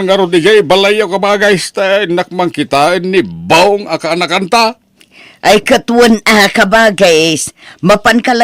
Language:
Iloko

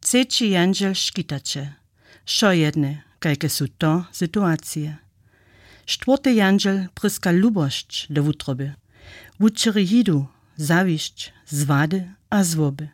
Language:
Upper Sorbian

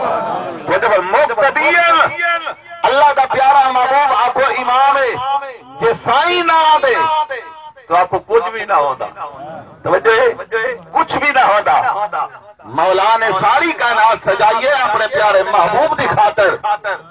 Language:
Saraiki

